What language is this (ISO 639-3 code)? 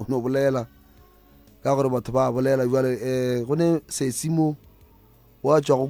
nso